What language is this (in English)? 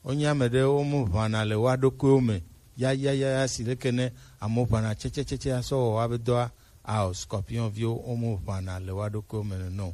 Gen